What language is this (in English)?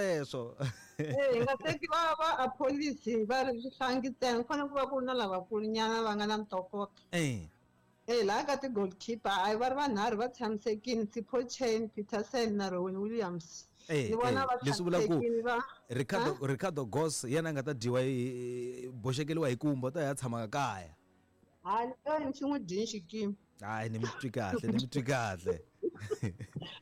Tsonga